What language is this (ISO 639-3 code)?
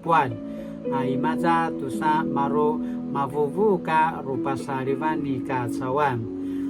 pwn